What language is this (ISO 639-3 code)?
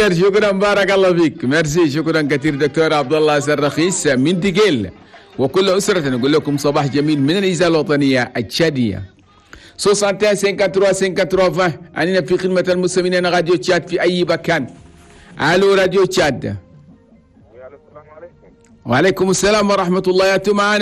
shu